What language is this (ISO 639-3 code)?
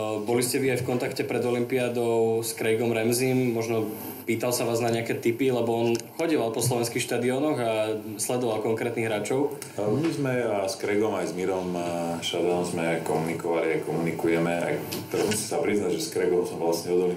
slk